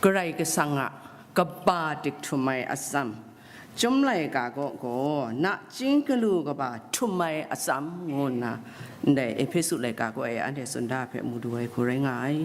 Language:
Kachin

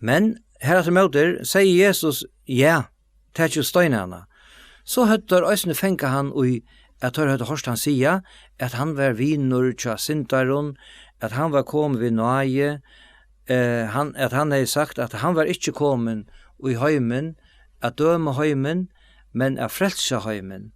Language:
Faroese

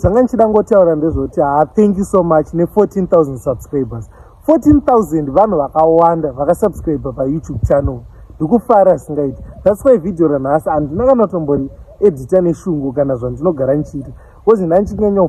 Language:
Shona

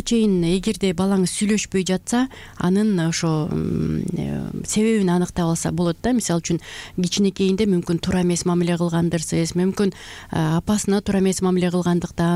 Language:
Kyrgyz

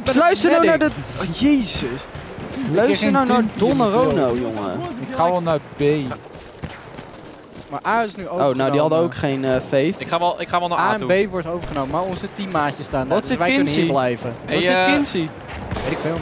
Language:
Dutch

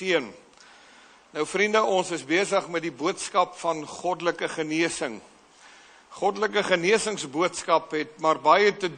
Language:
Afrikaans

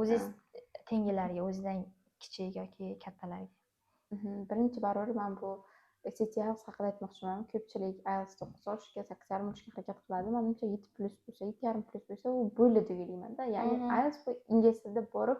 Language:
Uzbek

